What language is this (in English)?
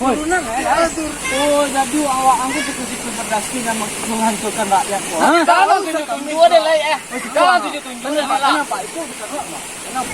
Minangkabau